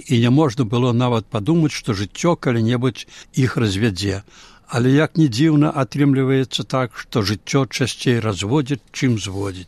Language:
Belarusian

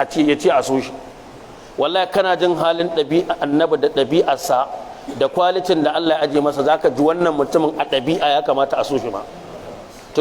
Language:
Hausa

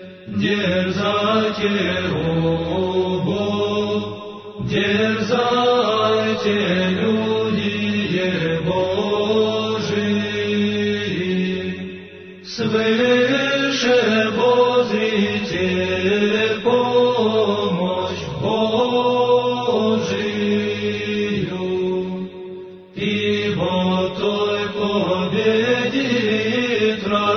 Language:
Serbian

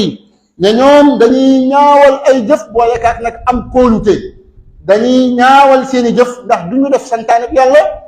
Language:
Wolof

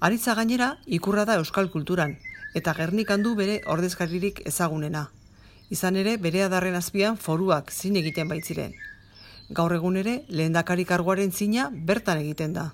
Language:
Basque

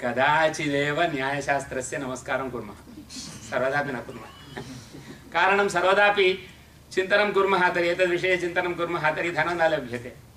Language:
Sanskrit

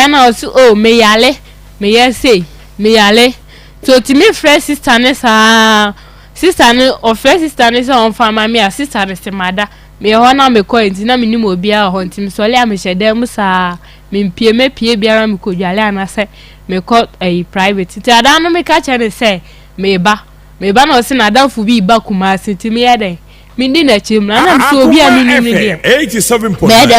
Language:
Akan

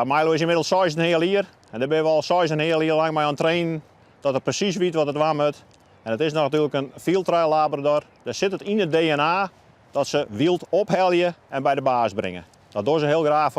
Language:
Western Frisian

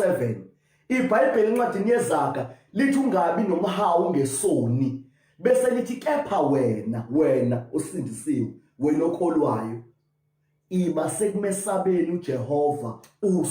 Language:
Zulu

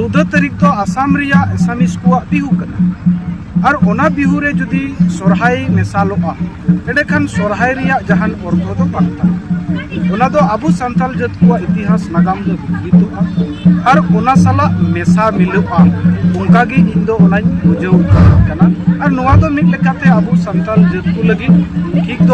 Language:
Santali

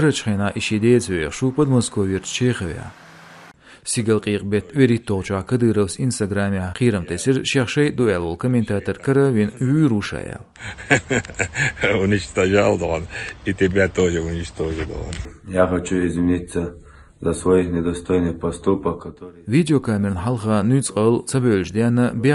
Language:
Chechen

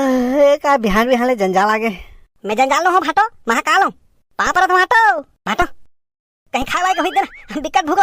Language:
Chhattisgarhi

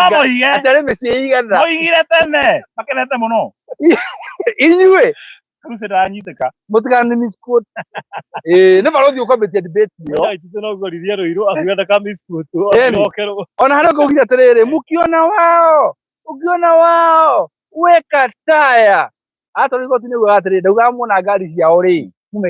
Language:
Kikuyu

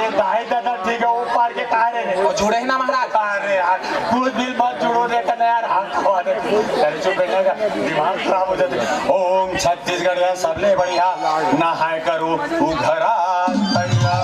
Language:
Chhattisgarhi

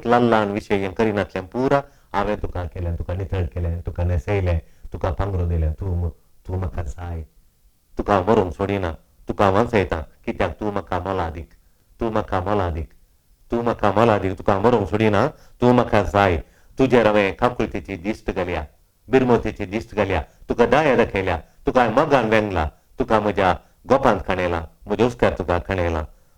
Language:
Konkani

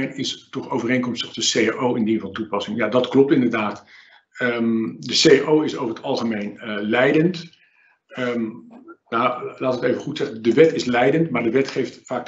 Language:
Dutch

